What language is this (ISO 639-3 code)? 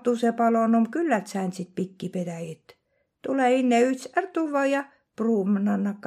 vro